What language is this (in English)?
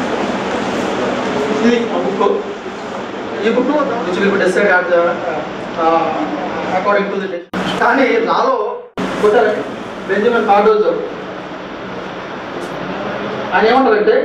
Telugu